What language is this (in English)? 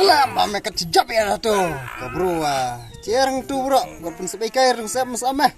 Khasi